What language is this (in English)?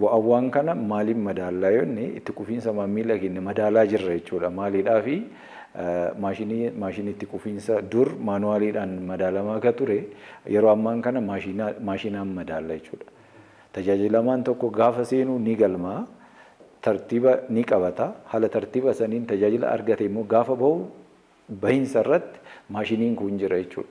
Oromo